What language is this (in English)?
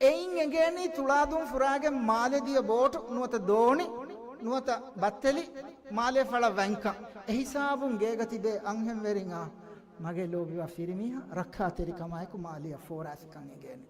Divehi